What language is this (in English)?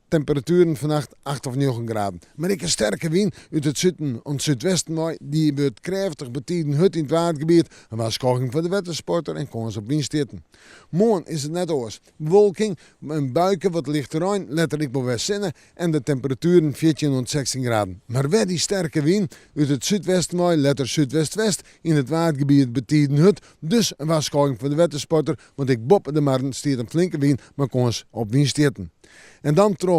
Western Frisian